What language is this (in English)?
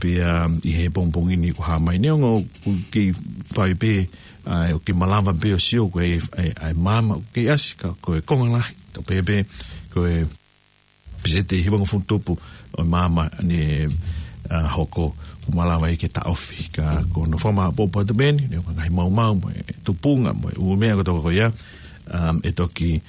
Tongan